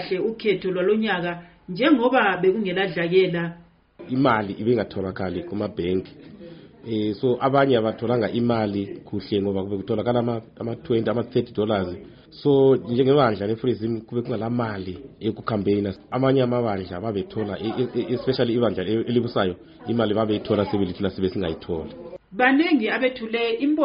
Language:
North Ndebele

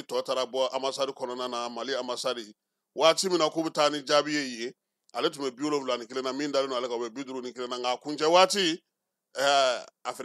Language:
Bambara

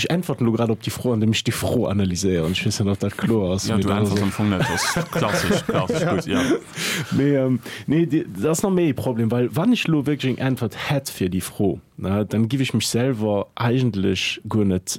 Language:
Luxembourgish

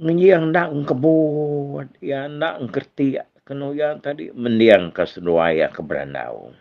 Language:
Iban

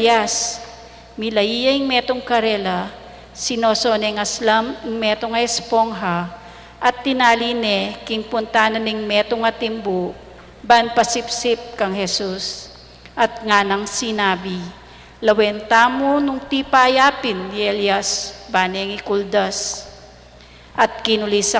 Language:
Pampanga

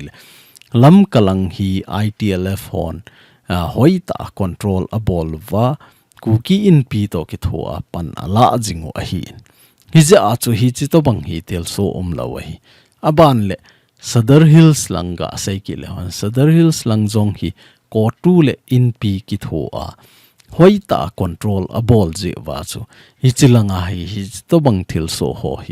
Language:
Thado Chin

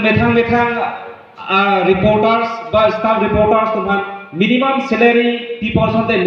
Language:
Karbi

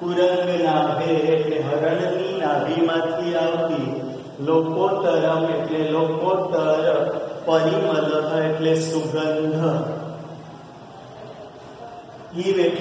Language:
Gujarati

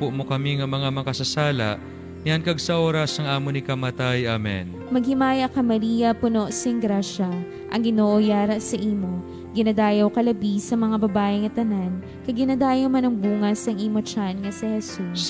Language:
Hiligaynon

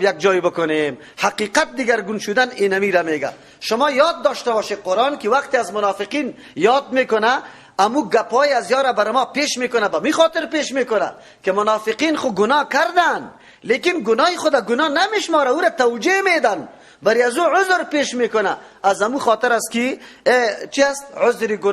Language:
Persian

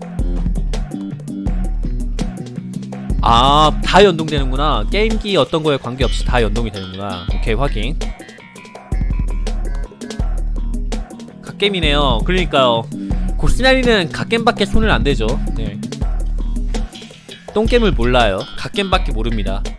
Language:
Korean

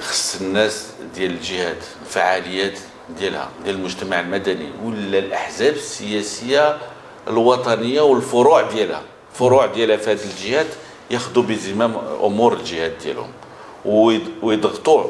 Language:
Moroccan Arabic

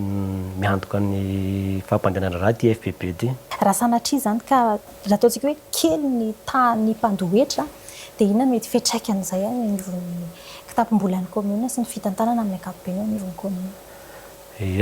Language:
Malagasy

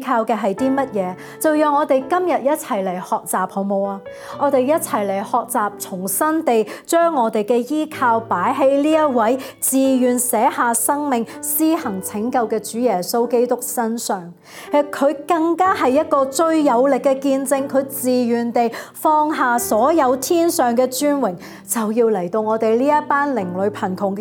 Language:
Cantonese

